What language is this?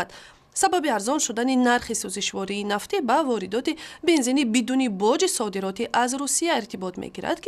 Tajik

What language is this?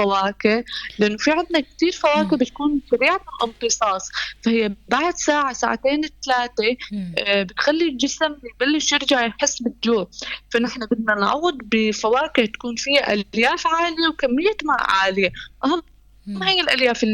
North Levantine Arabic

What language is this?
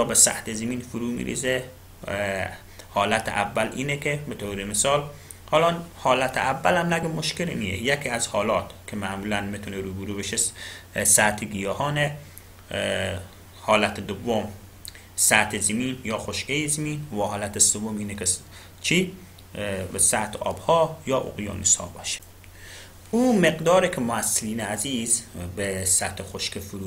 Persian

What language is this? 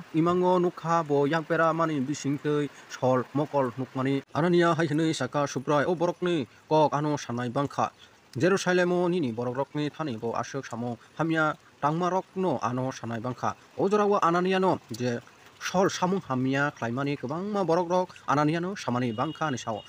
Kok Borok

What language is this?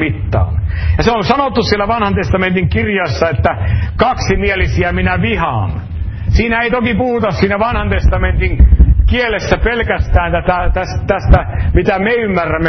Finnish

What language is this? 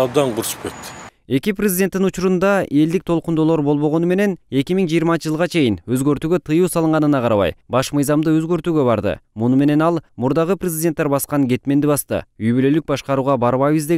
Kyrgyz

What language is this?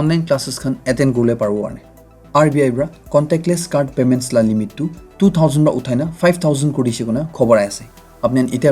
Naga Pidgin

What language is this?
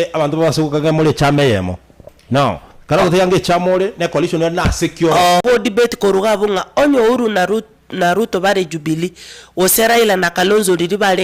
Gusii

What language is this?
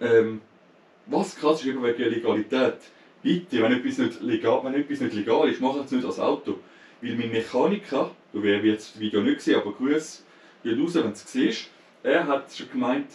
Swiss German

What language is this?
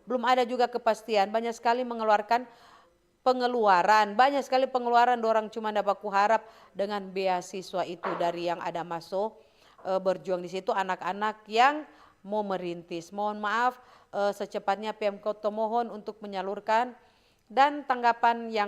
Manado Malay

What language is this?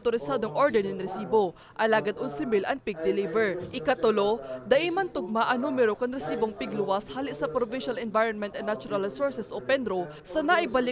Bikol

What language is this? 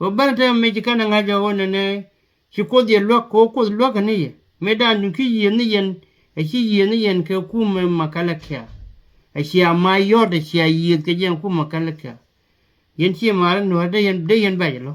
Nuer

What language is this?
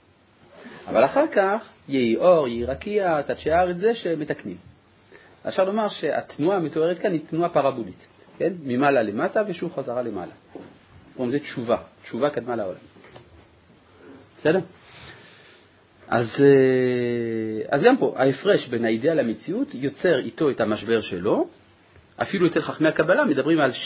Hebrew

